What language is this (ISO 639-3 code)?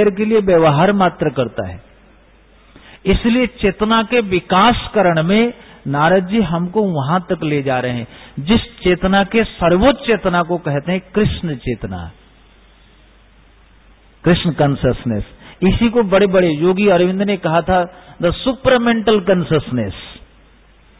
hin